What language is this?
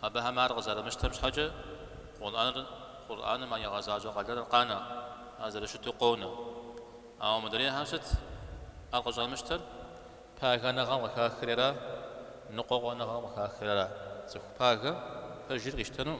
Kabardian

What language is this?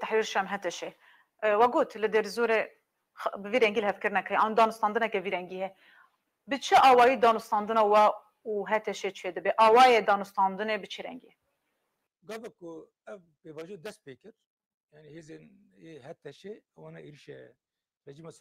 Kurdish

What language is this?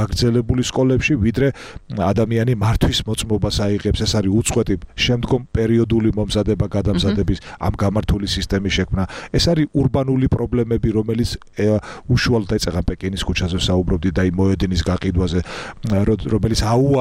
Georgian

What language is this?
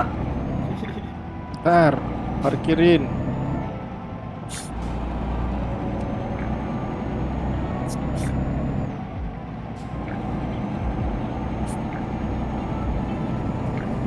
Indonesian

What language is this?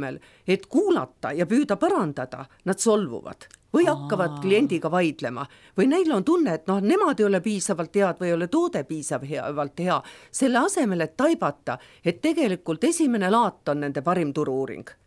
Estonian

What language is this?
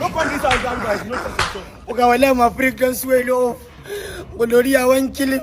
Nigerian Pidgin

